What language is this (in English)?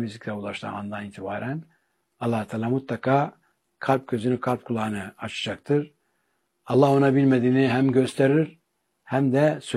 Turkish